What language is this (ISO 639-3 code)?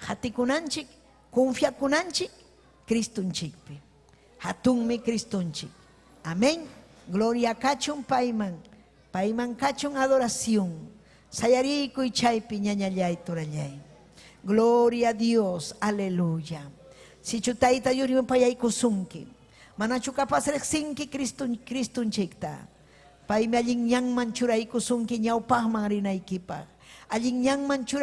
quy